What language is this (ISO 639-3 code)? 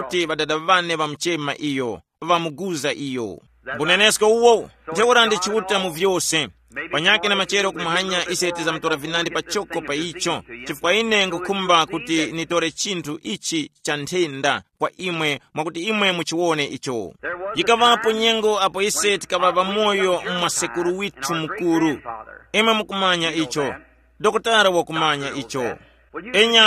tum